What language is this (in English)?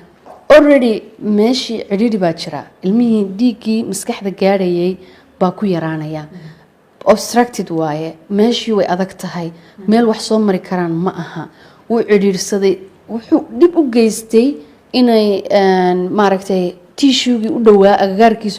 Somali